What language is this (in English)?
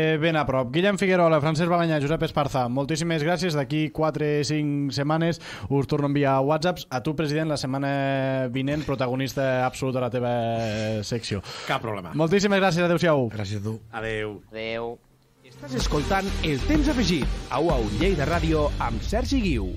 Catalan